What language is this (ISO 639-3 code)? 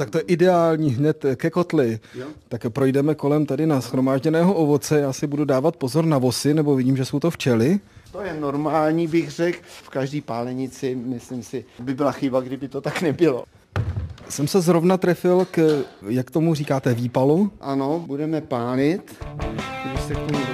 ces